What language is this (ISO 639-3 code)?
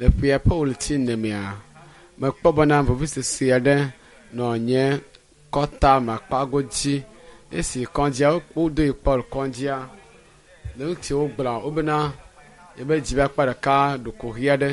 ewe